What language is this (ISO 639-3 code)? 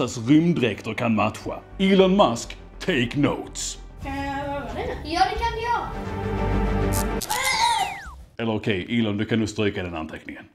swe